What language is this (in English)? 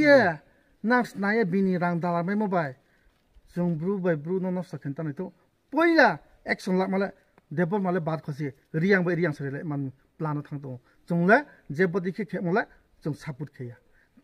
Riang (India)